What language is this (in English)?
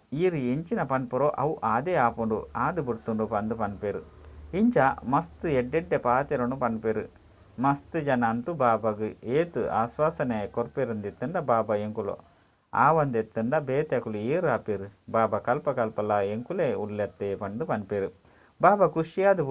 Tulu